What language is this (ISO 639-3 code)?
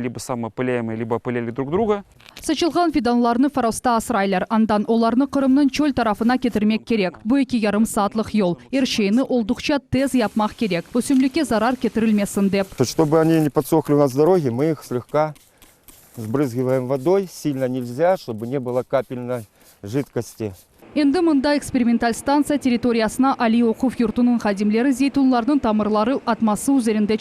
crh